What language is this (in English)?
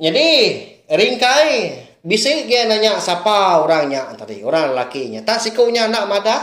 Iban